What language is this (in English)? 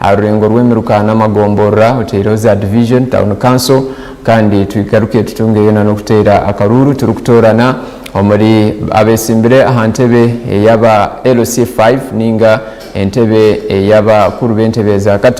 Nyankole